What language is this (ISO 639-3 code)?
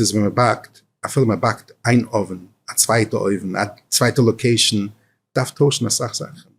yid